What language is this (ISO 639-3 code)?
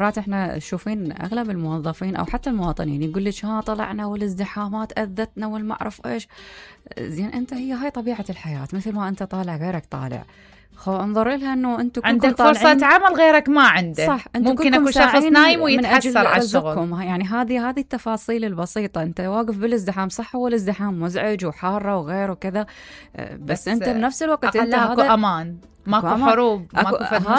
acm